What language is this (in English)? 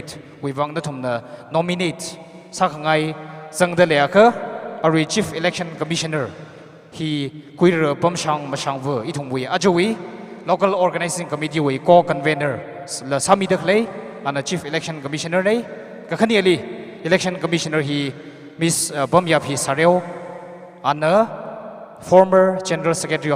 Tangkhul Naga (India)